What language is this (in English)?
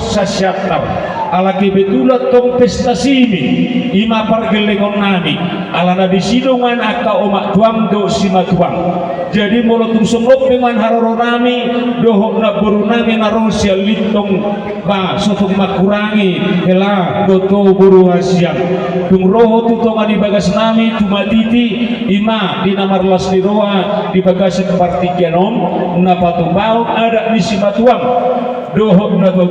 Batak Toba